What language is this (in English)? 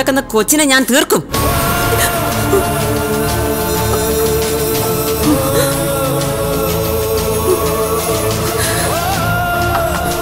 Malayalam